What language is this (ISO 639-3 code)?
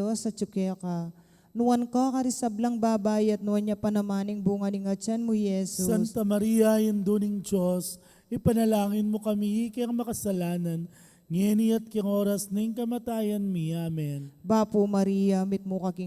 pam